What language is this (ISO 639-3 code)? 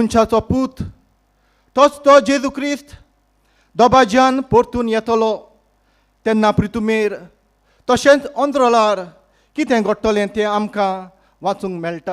kok